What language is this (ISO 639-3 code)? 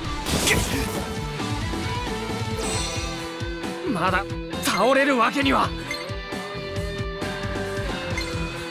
jpn